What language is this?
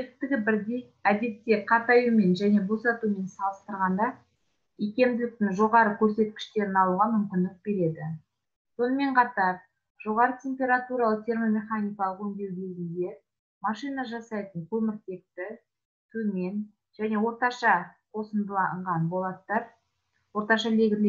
Kazakh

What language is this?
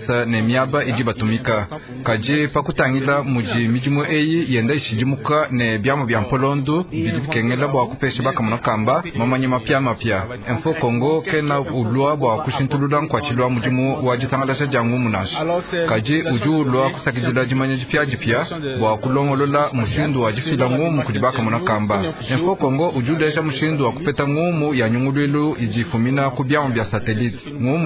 Luba-Lulua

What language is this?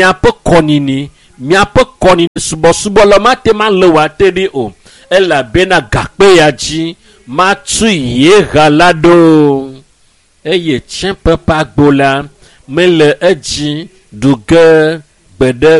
Ewe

